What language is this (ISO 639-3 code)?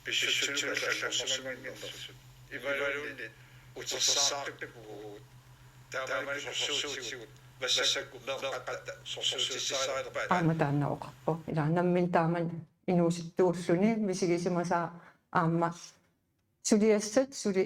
kal